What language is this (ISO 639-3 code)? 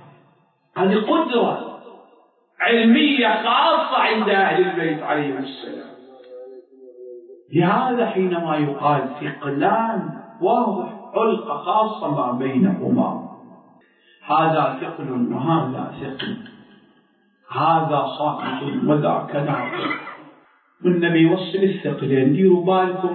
ara